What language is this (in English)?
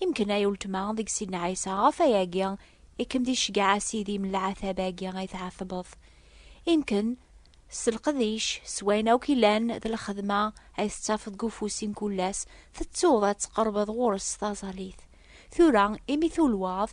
Kabyle